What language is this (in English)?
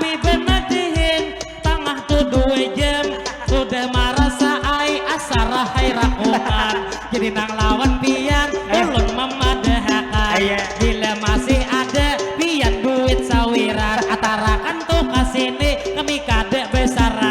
Banjar